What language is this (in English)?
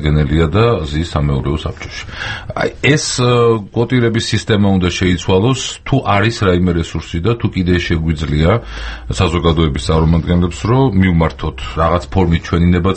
Georgian